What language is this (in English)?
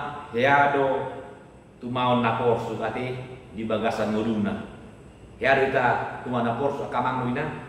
Batak Toba